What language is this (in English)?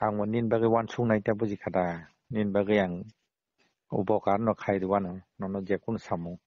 Kok Borok